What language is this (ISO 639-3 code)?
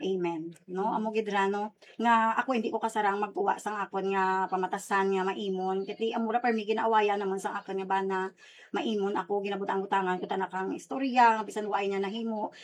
hil